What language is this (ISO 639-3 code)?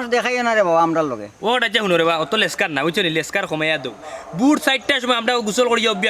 syl